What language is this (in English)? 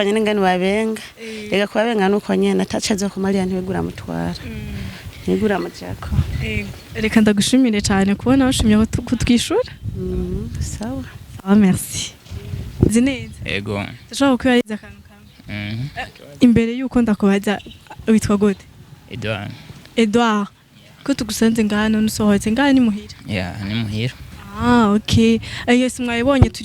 Rundi